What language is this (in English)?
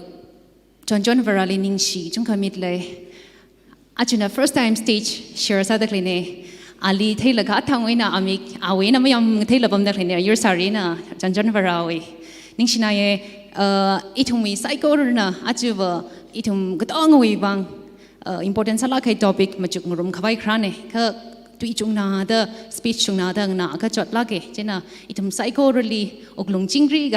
Tangkhul Naga (India)